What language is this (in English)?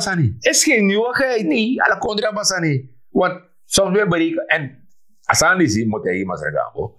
Sranan Tongo